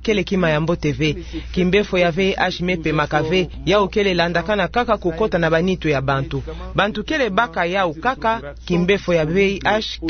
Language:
Kituba (Democratic Republic of Congo)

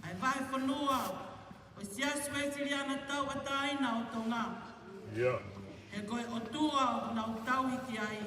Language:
Tongan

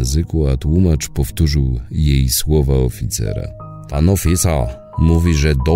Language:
Polish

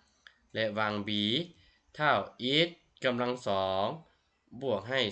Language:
Lao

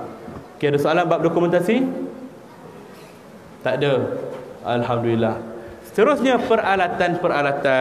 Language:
Malay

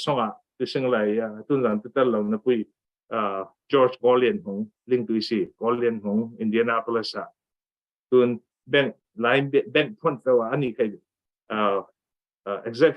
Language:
Falam Chin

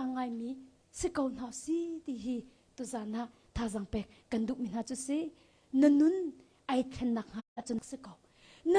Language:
Hakha Chin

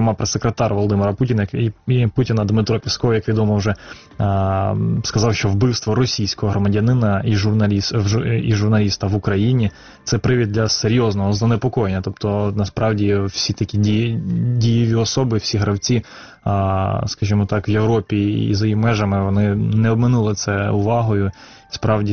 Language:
Ukrainian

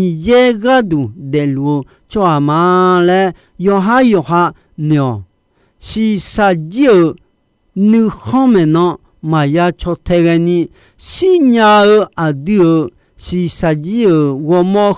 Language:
Akha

